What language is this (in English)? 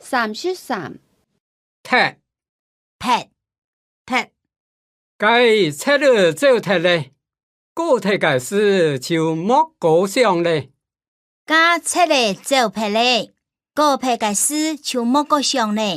Hakka Chinese